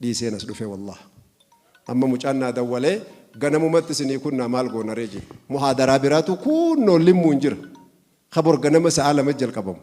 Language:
Oromo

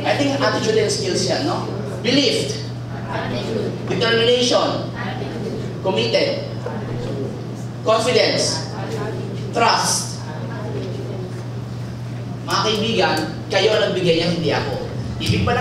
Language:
Filipino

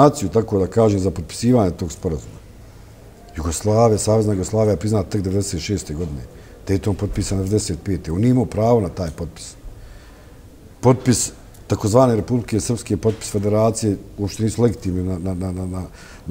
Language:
Bosnian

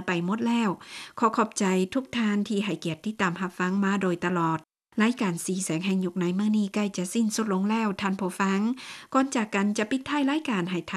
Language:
Lao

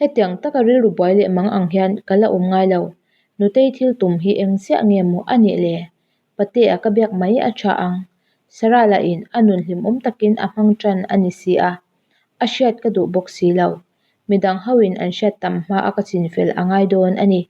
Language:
Mizo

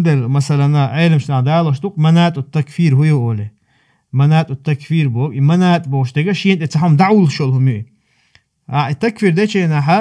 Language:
Chechen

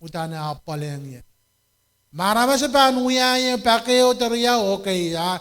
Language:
Pohnpeian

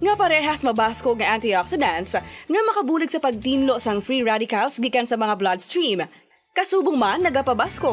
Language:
Hiligaynon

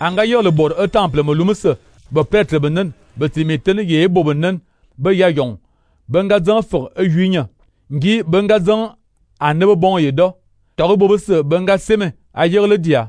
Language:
Fang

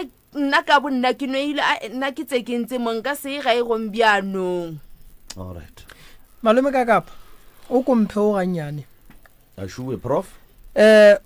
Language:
Northern Sotho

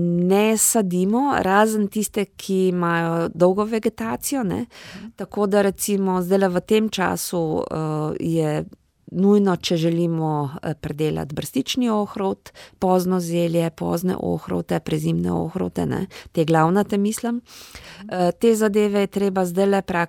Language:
Slovenian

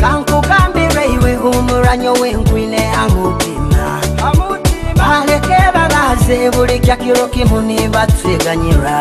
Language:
Nyoro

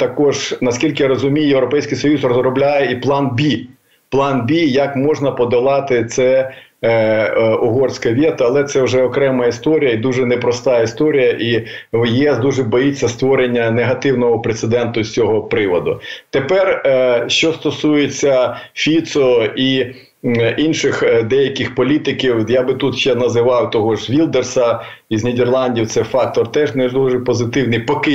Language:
Ukrainian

